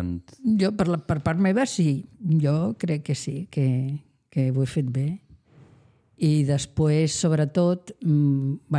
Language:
Catalan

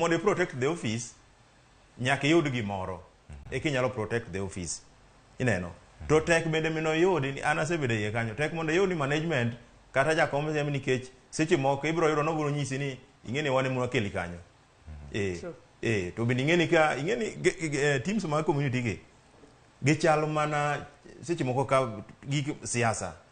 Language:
Luo (Kenya and Tanzania)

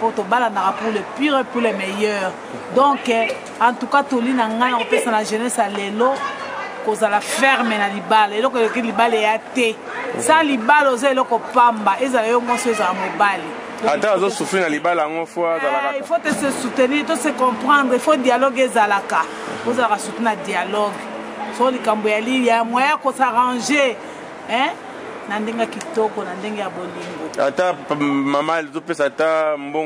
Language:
Lingala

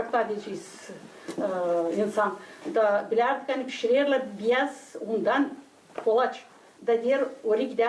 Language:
Gagauz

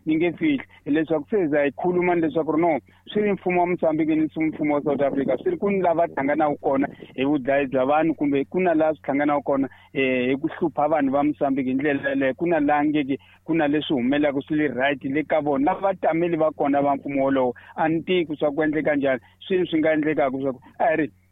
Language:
Tsonga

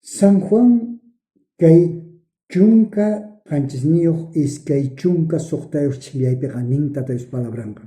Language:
South Bolivian Quechua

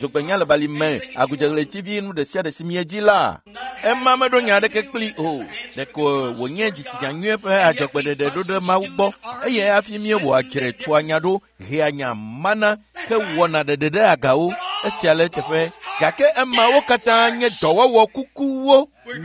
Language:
Ewe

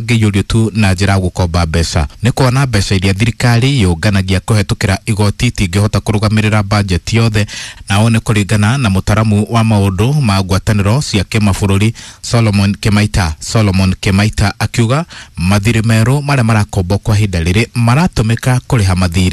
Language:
Kikuyu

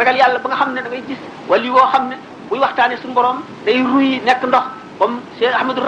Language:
Wolof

